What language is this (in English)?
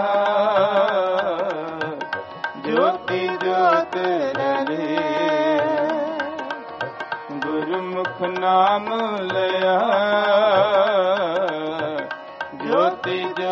Punjabi